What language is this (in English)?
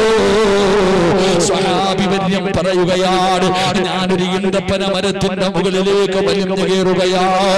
Malayalam